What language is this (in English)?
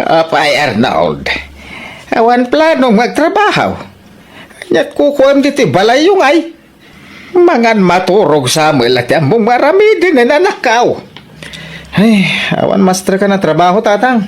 Iloko